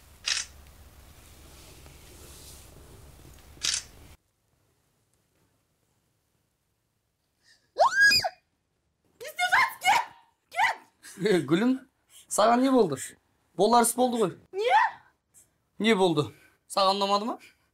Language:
Kazakh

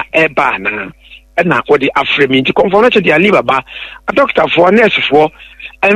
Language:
Akan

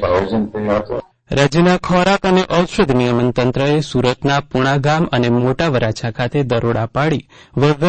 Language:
Gujarati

